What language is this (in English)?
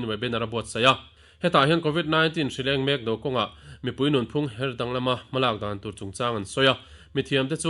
Mizo